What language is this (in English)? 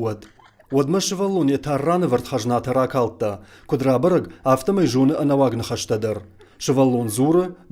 Ossetic